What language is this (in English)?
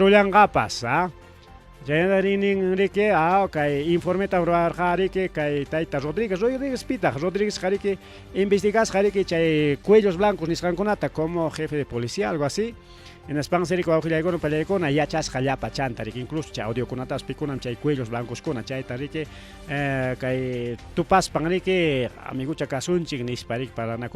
Ayacucho Quechua